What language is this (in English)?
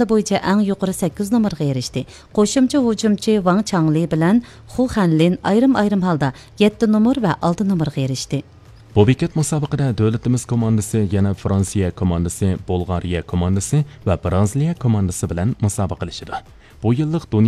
Uyghur